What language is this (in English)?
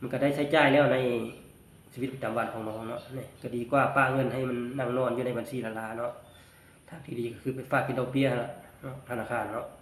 Lao